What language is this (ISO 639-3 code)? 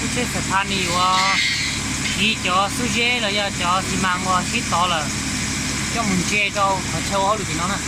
hmn